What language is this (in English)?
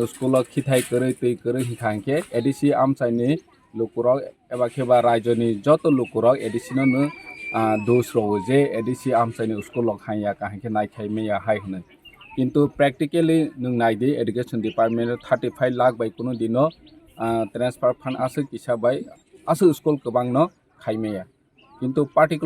Kok Borok